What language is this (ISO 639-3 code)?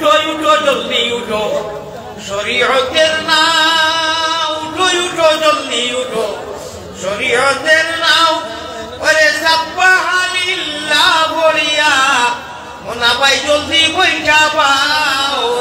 syl